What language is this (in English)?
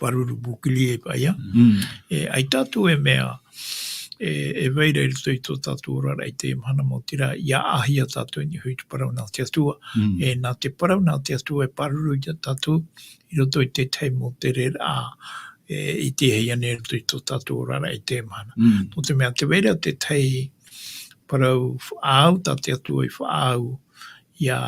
Tahitian